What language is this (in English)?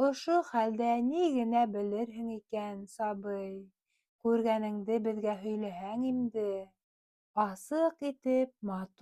Bashkir